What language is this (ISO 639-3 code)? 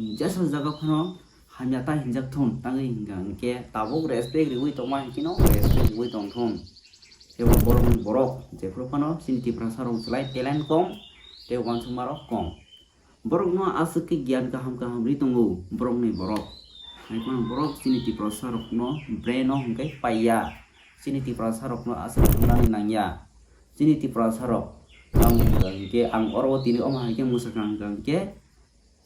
trp